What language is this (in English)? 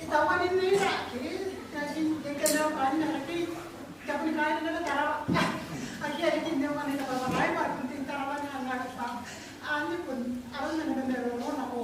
Gilbertese